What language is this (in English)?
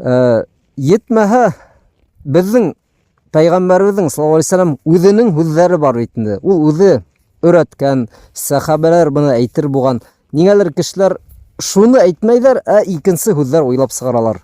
Bashkir